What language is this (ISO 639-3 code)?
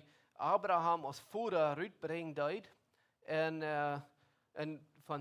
pdt